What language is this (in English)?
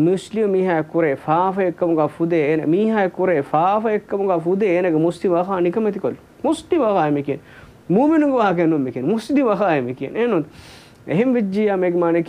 Divehi